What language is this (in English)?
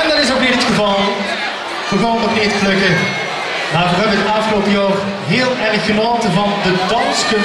Limburgish